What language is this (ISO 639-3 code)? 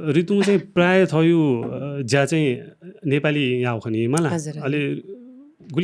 new